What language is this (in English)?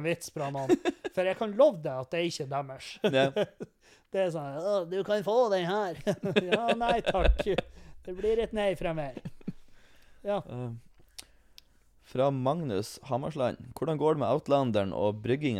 Norwegian